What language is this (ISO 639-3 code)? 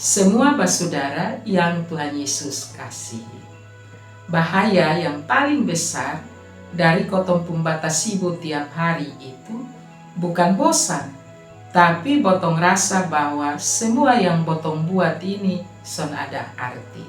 mkn